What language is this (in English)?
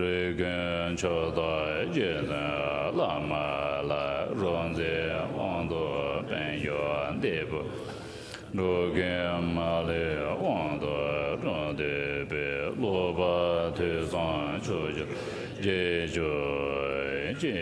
Tibetan